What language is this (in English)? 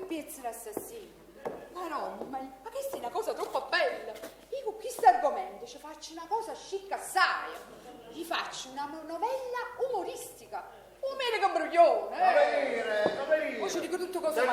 Neapolitan